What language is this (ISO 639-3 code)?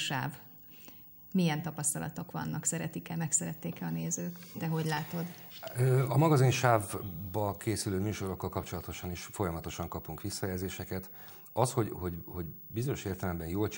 hun